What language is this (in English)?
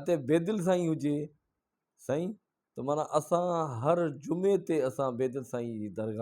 Sindhi